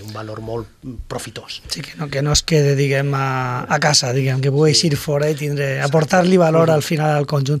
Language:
Catalan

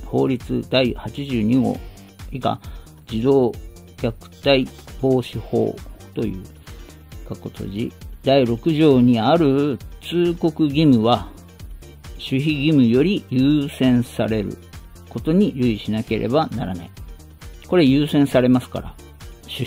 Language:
Japanese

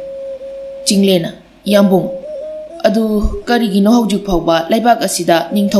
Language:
Manipuri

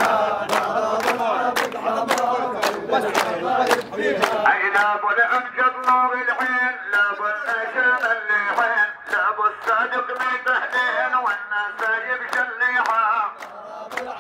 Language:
South Levantine Arabic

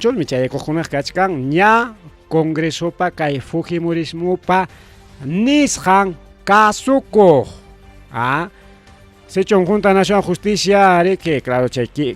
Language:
Ayacucho Quechua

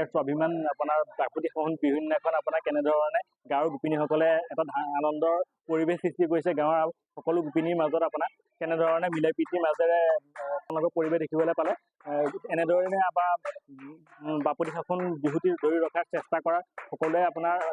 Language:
Assamese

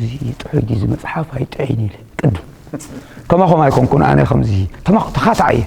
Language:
Tigrinya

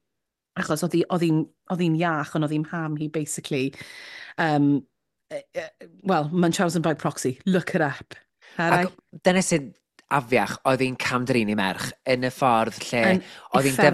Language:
Welsh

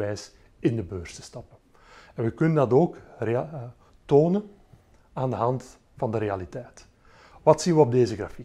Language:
Dutch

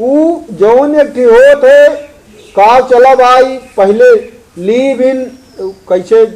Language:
Awadhi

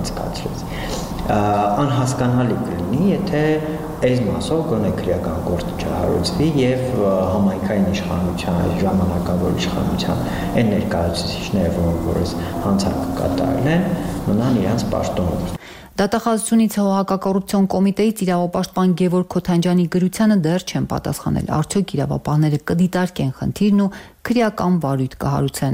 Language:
Armenian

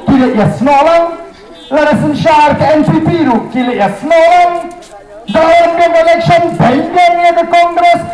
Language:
Khasi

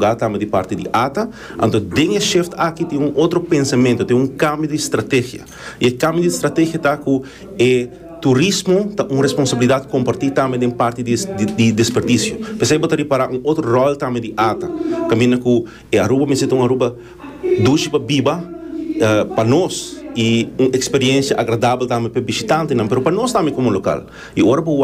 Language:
Papiamento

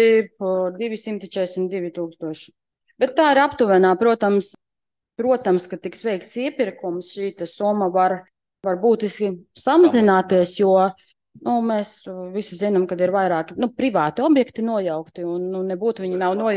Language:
Latvian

